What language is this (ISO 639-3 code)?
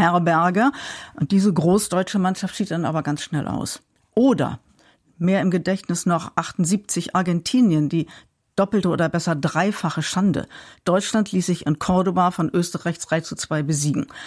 deu